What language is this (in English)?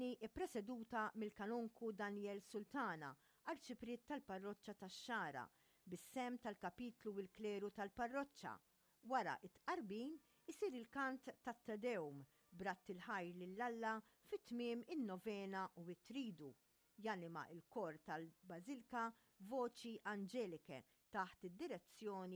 Maltese